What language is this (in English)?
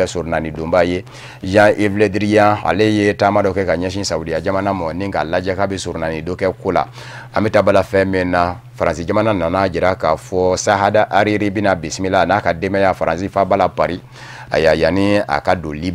Bambara